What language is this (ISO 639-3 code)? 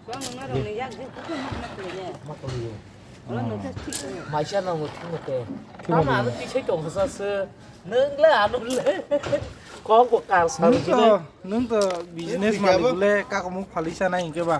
trp